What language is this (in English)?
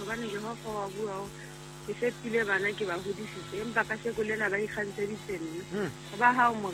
Southern Sotho